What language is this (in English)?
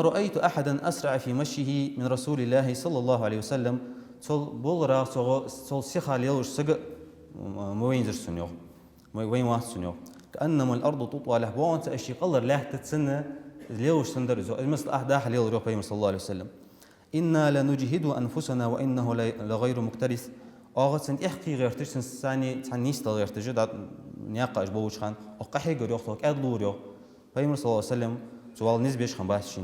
Ingush